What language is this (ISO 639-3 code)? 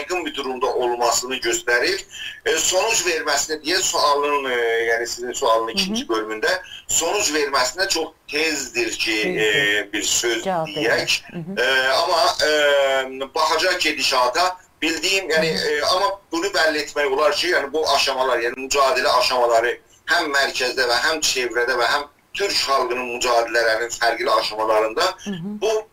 azb